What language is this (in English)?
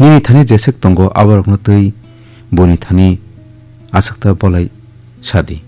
Kok Borok